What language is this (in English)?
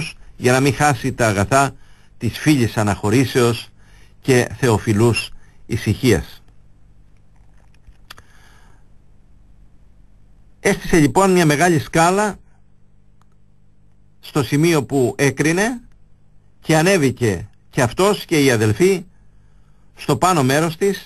Greek